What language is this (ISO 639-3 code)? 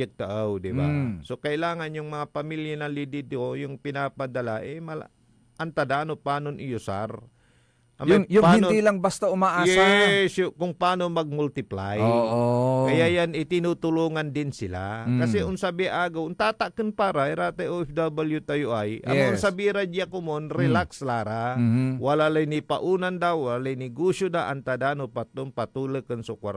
pag